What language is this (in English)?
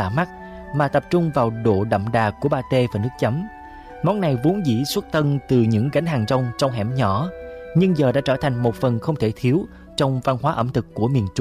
Vietnamese